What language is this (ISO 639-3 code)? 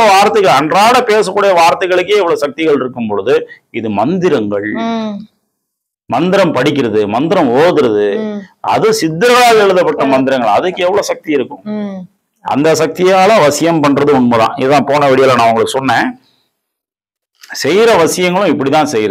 tam